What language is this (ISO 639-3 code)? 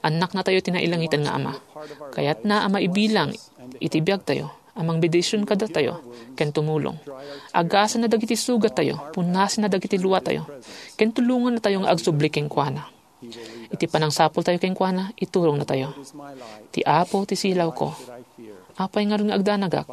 ilo